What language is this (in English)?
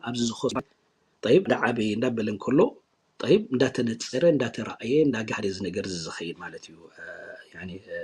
Tigrinya